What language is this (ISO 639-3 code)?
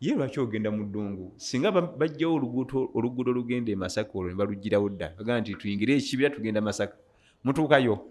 lug